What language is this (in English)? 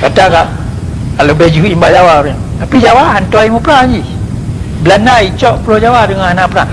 Achinese